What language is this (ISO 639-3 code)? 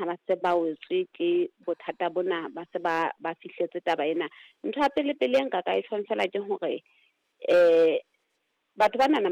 sot